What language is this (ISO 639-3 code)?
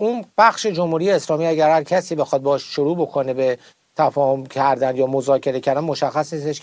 fas